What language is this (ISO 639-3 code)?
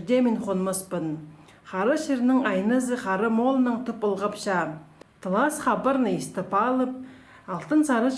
kjh